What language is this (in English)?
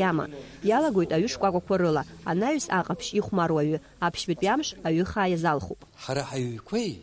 Abkhazian